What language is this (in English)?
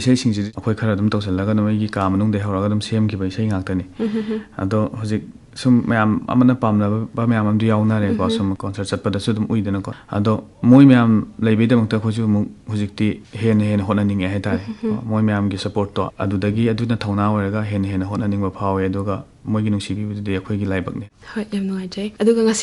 Manipuri